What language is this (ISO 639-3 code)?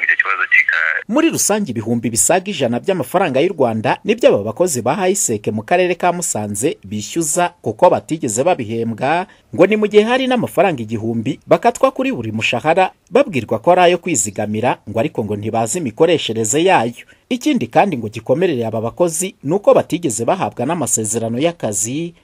kin